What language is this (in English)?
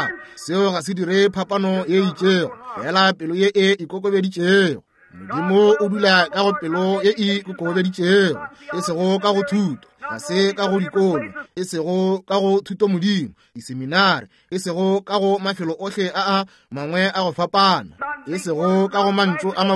Northern Sotho